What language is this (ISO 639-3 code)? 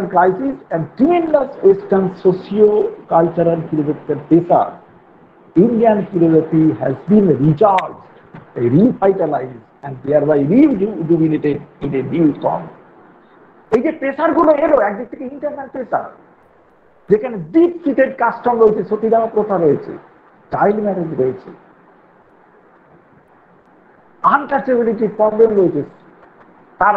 ben